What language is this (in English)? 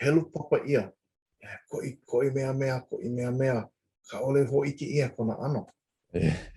Hawaiian